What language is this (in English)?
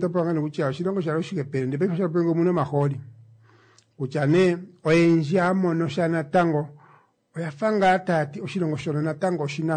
Kuanyama